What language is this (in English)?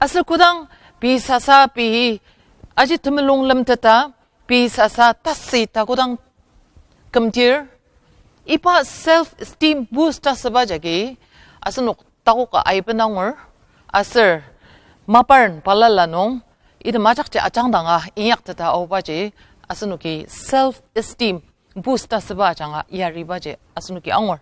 Ao Naga